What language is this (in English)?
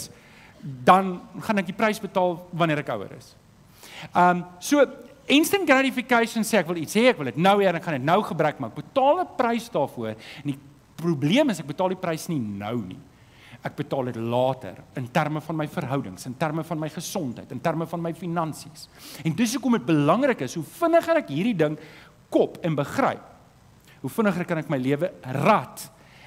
Afrikaans